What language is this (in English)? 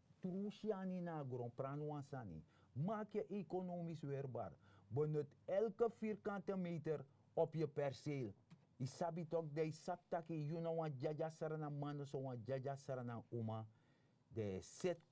Sranan Tongo